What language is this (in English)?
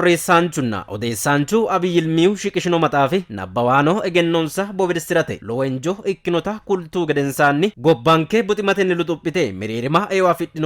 Sidamo